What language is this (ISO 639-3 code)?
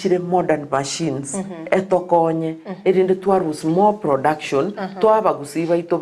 guz